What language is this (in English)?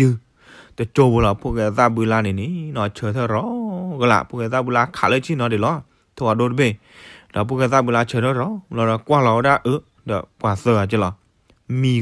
S'gaw Karen